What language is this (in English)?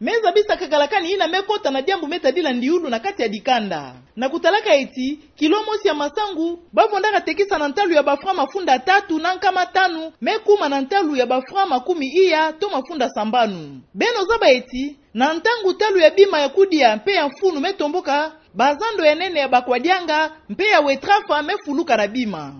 Kituba (Democratic Republic of Congo)